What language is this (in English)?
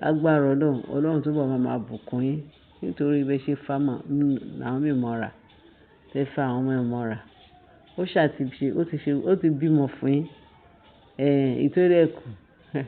Yoruba